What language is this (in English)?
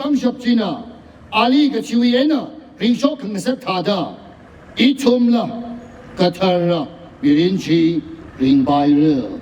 Tangkhul Naga (India)